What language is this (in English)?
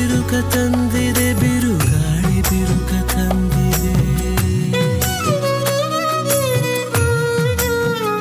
Kannada